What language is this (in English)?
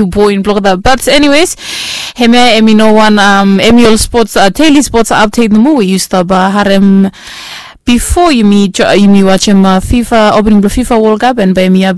Bislama